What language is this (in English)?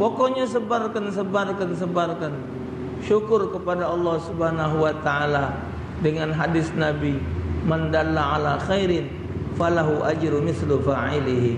Musi